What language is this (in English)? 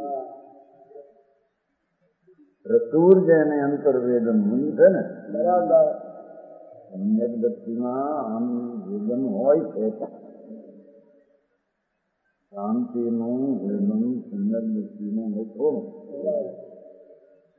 Gujarati